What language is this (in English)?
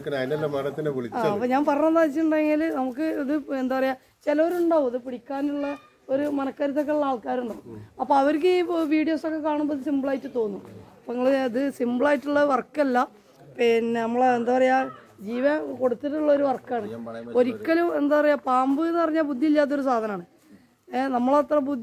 Malayalam